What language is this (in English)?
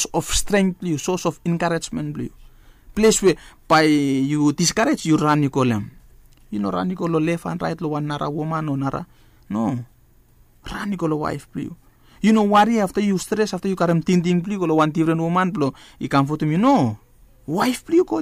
Bislama